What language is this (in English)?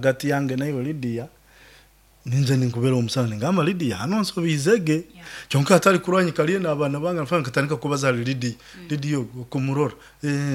Nyoro